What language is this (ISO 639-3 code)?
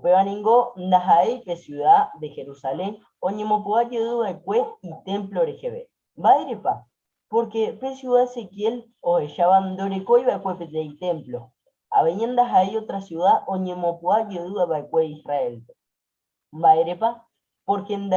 grn